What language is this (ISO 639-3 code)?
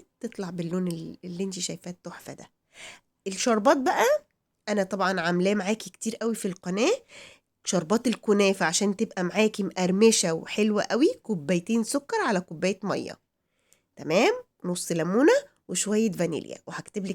arz